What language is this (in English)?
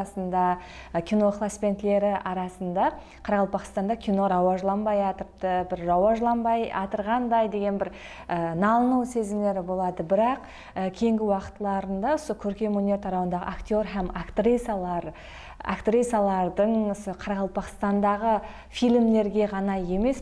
Kara-Kalpak